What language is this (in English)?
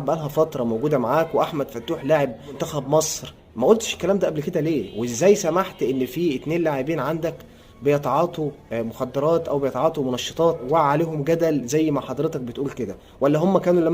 Egyptian Arabic